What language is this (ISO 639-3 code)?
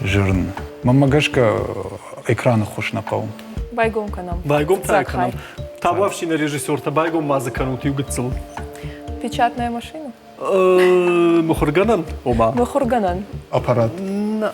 oss